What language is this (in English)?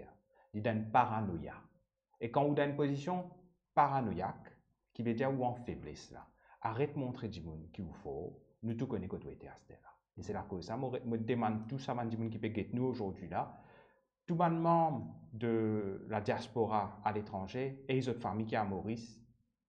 Morisyen